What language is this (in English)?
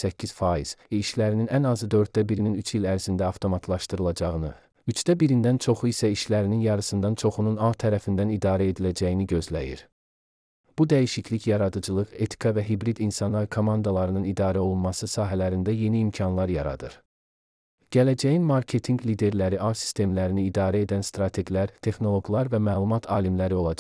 Azerbaijani